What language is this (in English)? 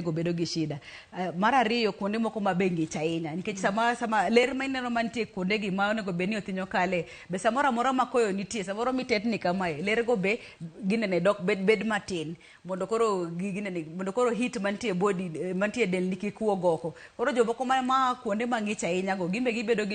Luo (Kenya and Tanzania)